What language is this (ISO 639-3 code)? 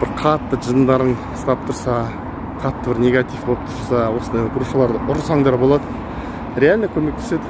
kaz